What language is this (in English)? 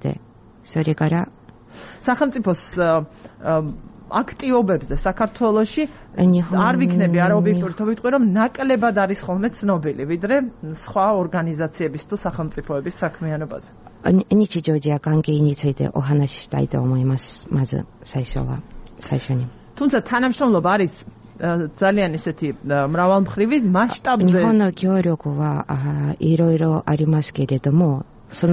Georgian